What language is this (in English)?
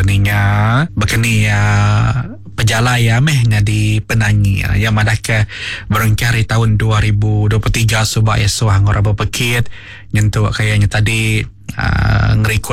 Iban